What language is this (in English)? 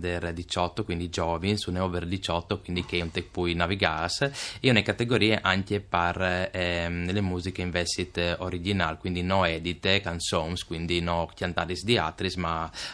Friulian